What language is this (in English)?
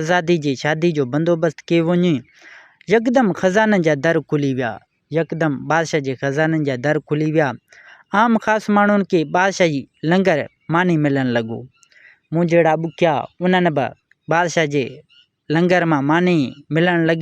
Sindhi